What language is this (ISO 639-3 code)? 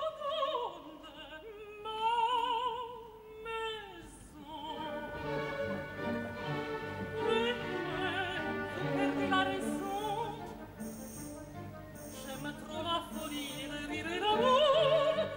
fra